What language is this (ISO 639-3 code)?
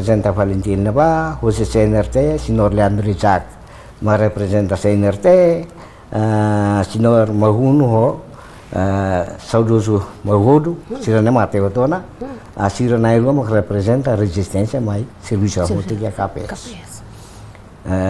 tet